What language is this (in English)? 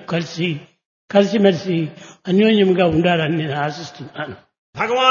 Telugu